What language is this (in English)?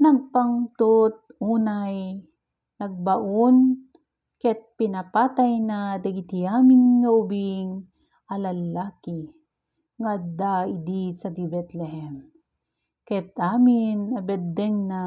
Iloko